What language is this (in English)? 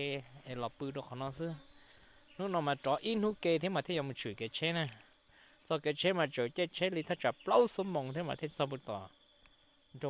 Hmong